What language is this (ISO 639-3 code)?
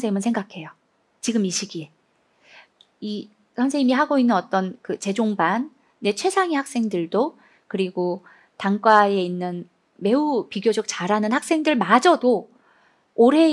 kor